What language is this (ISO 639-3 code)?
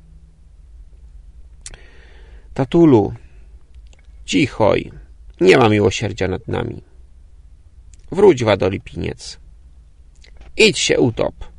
pol